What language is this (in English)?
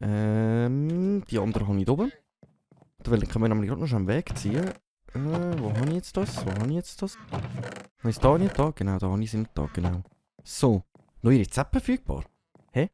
Swiss German